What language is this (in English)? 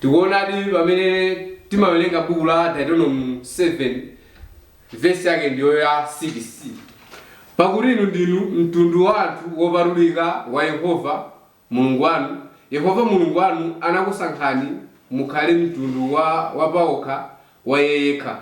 Nyanja